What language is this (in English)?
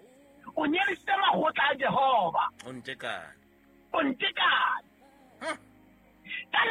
Southern Sotho